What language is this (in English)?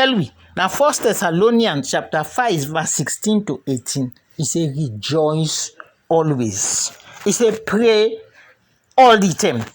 Krio